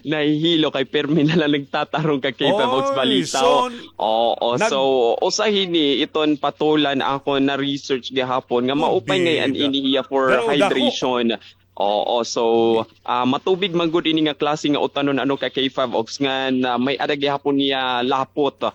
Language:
Waray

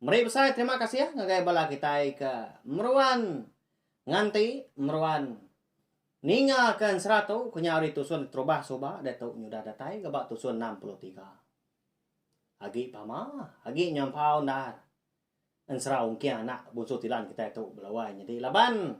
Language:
Iban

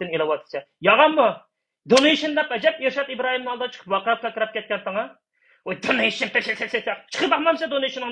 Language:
Uyghur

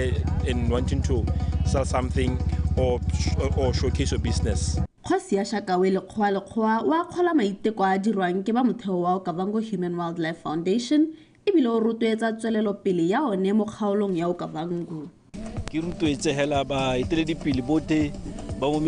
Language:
Tswana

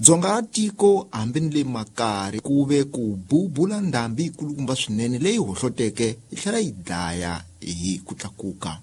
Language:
Tsonga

